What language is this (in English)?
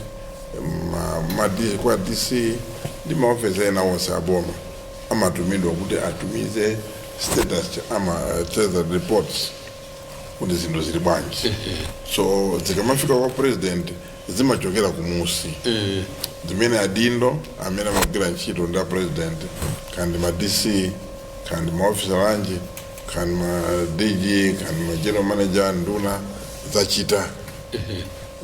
Nyanja